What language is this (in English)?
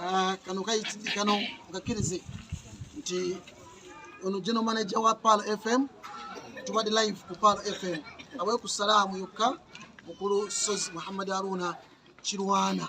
Ganda